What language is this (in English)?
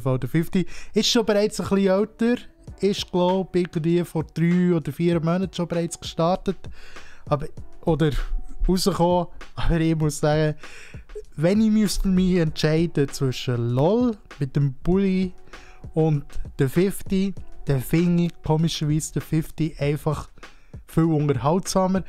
Swiss German